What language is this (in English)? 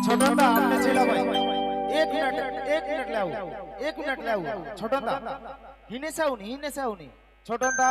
Sadri